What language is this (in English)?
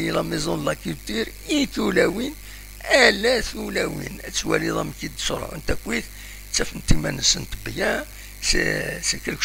Kabyle